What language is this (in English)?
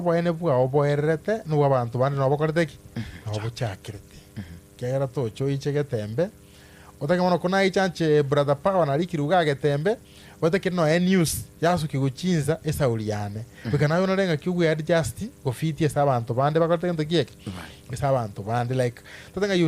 Gusii